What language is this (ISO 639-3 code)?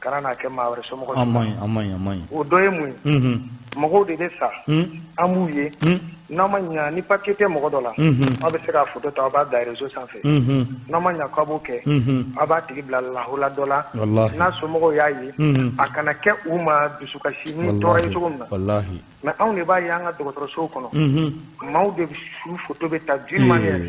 bam